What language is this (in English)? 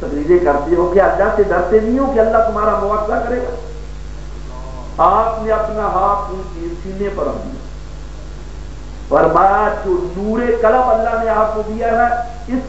Urdu